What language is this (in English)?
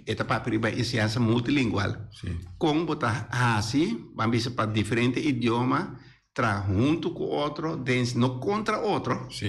Papiamento